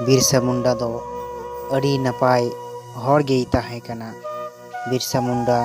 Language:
Santali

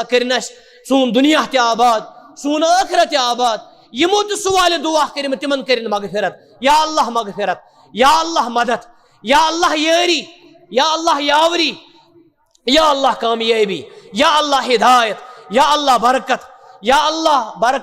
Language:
Kashmiri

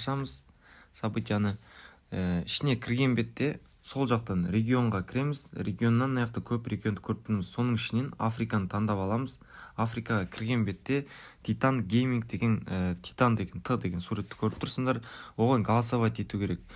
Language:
Kara-Kalpak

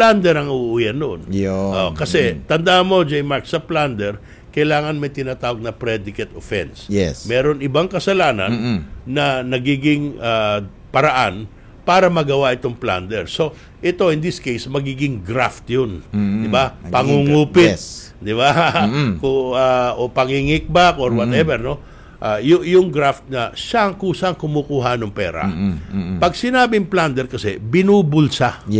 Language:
Filipino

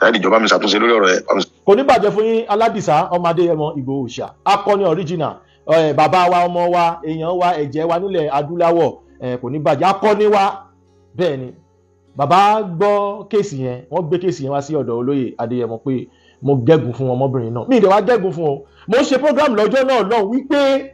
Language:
Yoruba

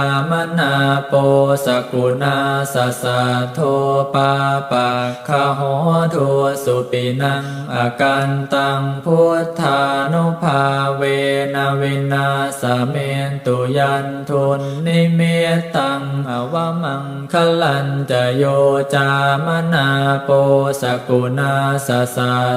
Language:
Pali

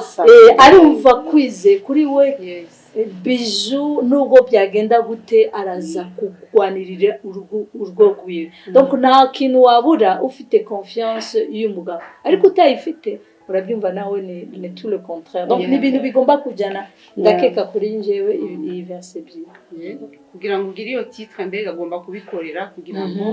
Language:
Kinyarwanda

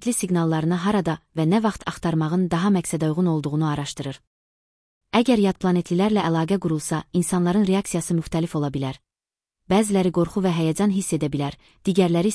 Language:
Azerbaijani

